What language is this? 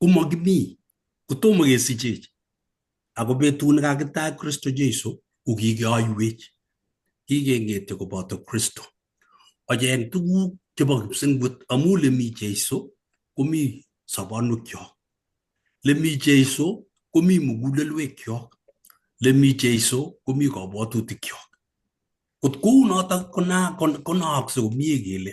Kalenjin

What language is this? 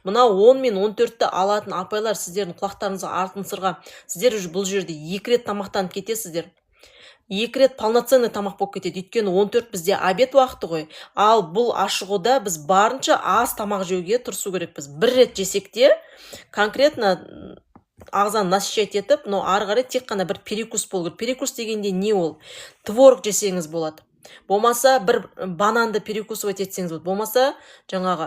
Kazakh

